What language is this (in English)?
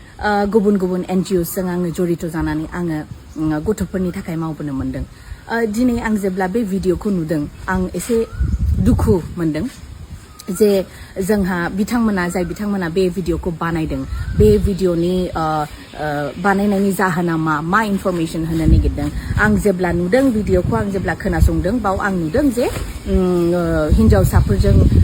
Bodo